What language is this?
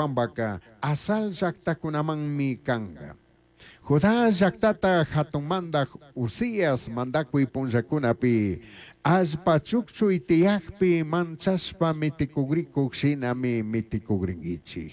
Chimborazo Highland Quichua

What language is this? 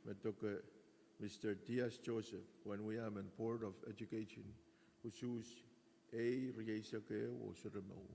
Pohnpeian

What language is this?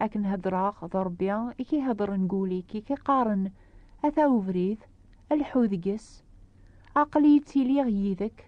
Kabyle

